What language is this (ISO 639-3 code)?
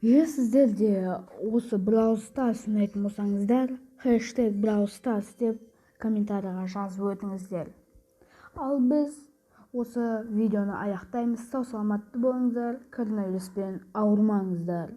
kaz